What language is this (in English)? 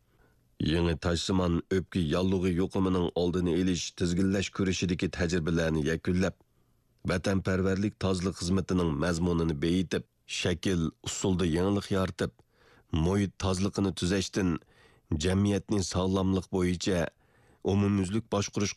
Uyghur